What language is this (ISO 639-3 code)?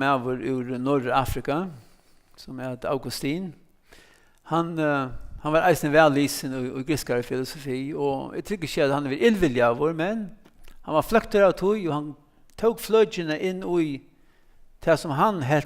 fao